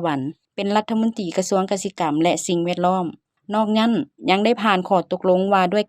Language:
Lao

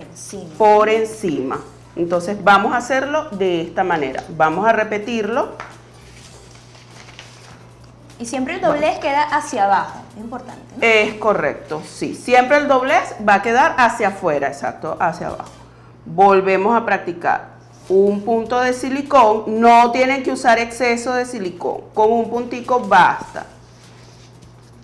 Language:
Spanish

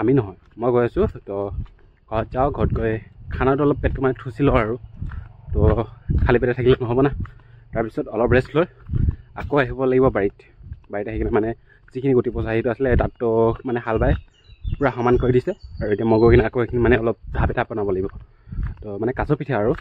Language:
Assamese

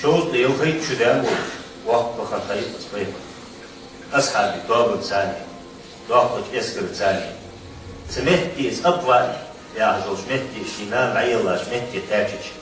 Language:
Ingush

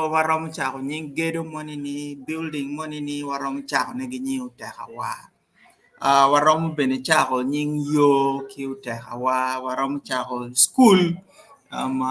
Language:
Acoli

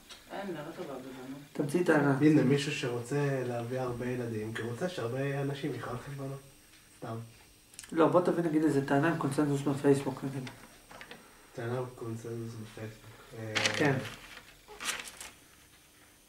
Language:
Hebrew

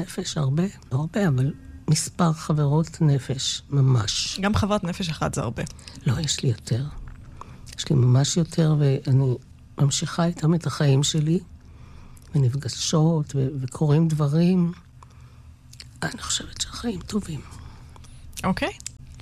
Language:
Hebrew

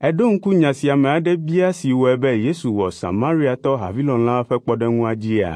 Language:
Ewe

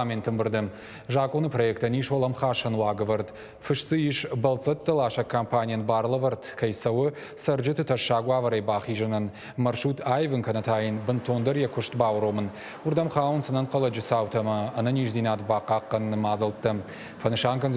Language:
Ossetic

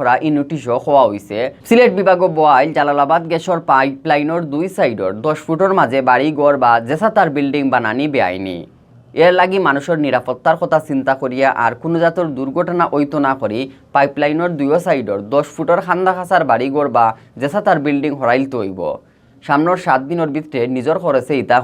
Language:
Sylheti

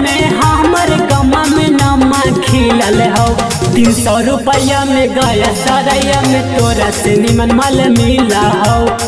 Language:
Magahi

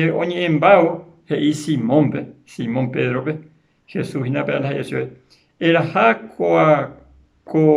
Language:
Guarani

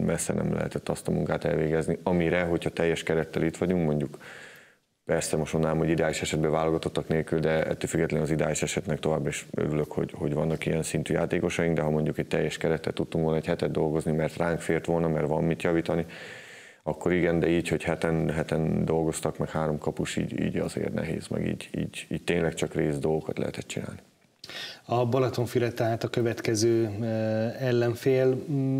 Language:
Hungarian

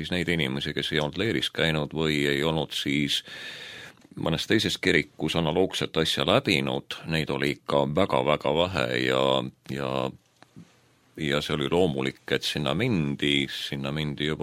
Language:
Estonian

